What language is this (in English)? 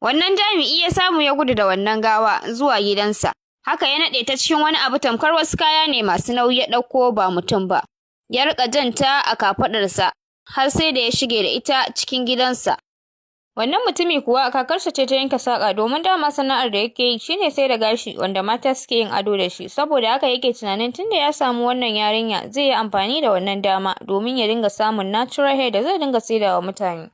Hausa